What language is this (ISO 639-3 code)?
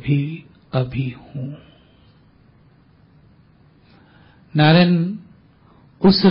hin